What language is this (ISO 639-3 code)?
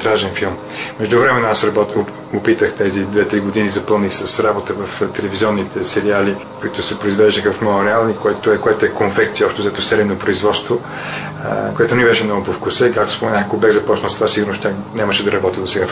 bul